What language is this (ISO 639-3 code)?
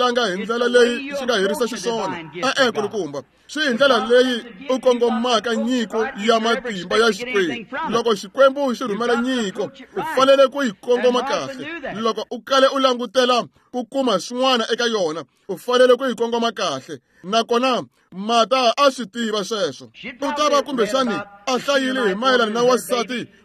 tso